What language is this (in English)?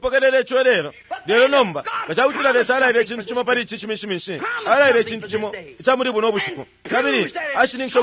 Bemba